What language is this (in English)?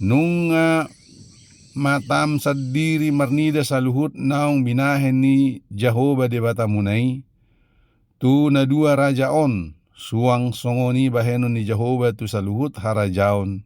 Batak Toba